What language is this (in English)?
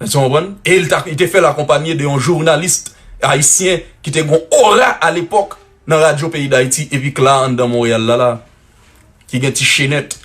Haitian Creole